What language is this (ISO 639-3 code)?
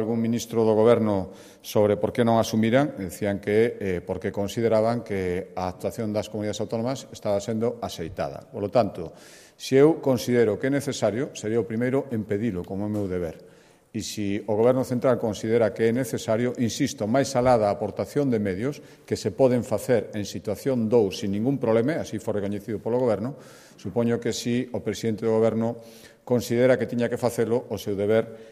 glg